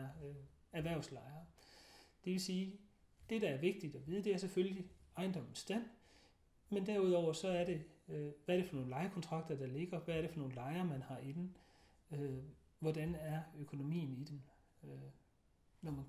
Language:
Danish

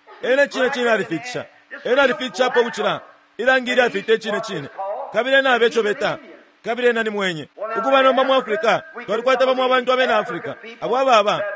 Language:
Bemba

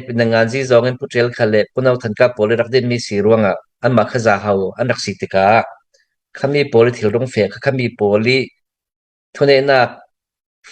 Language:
Hakha Chin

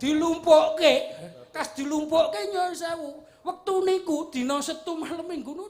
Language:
Javanese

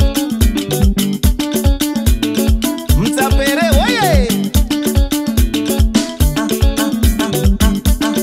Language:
Swahili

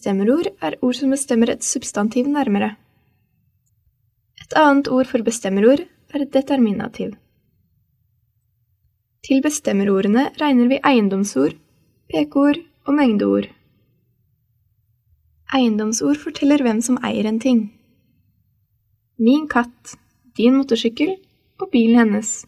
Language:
Norwegian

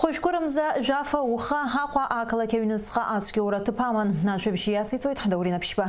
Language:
Abkhazian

